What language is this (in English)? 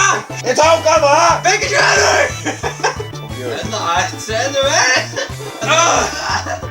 Faroese